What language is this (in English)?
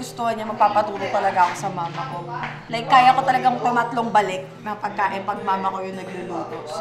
Filipino